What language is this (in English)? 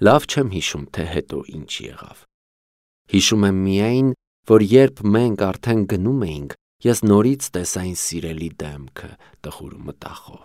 Armenian